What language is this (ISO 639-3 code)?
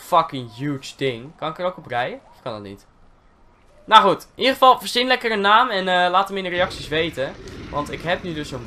nld